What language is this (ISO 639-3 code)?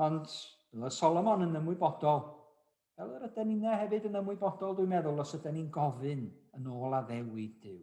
cym